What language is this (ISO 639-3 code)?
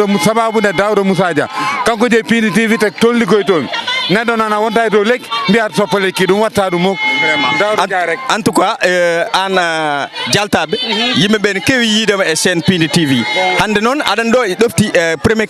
ful